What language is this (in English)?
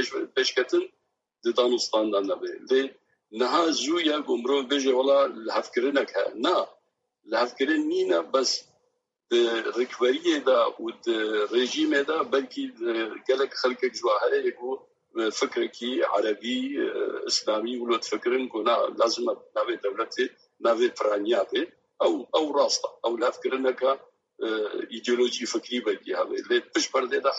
Kurdish